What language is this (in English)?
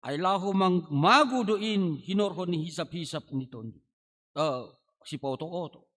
Batak Simalungun